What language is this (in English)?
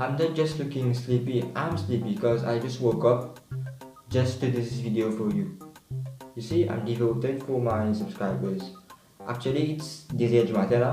Morisyen